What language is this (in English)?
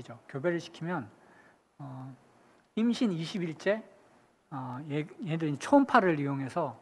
Korean